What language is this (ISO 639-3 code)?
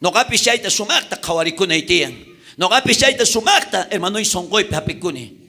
quh